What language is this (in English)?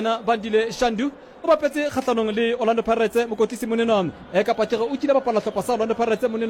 Southern Sotho